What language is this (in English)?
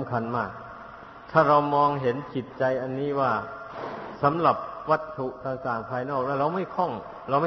Thai